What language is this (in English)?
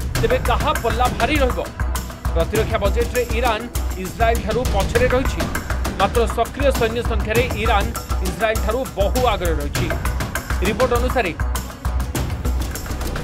Odia